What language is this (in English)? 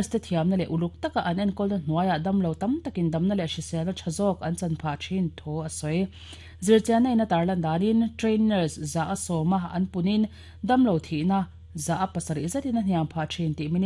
Mizo